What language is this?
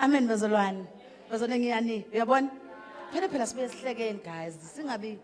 Zulu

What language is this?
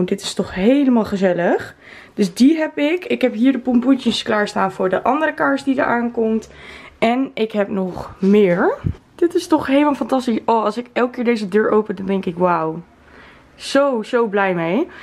Dutch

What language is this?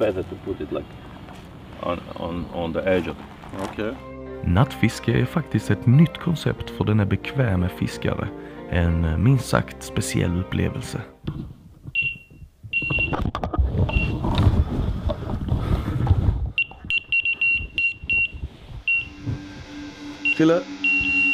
Swedish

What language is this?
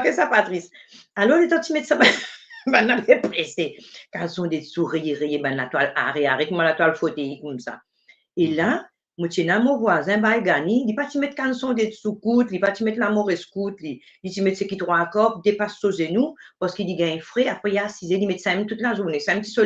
Morisyen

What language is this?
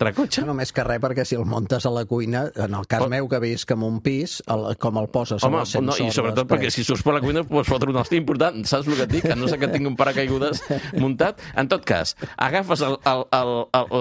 Catalan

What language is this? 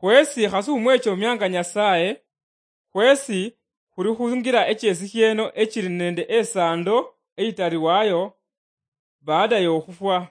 Luyia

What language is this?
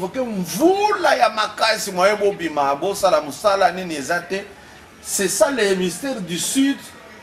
Lingala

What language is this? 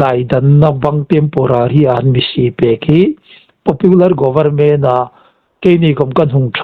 Hmar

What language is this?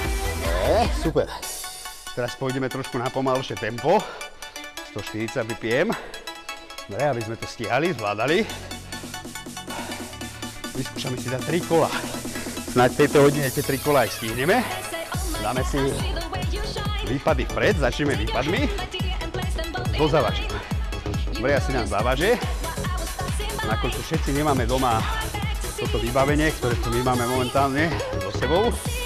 Slovak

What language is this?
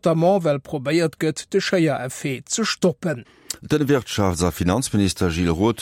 Luxembourgish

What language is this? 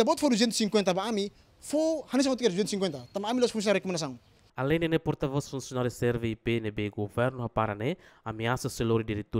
Tetum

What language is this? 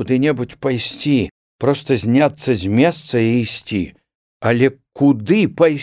Belarusian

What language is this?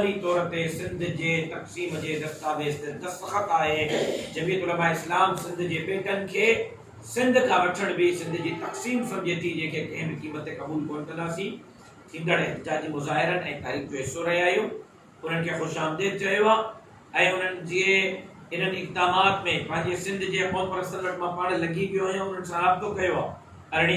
Sindhi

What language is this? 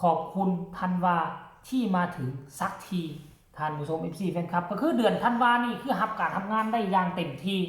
Lao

